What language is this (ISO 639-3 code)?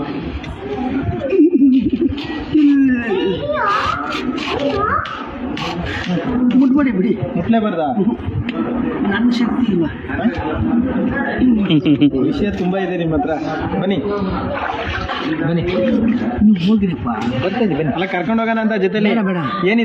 kan